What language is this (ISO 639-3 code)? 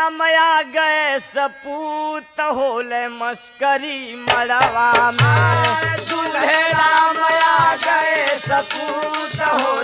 bho